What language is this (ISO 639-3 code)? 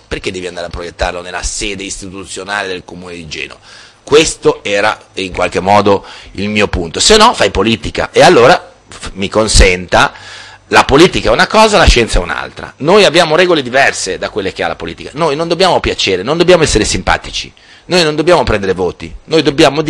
ita